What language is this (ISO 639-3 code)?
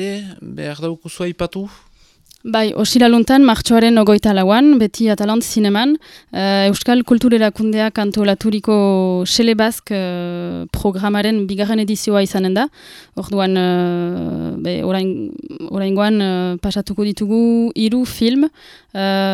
eus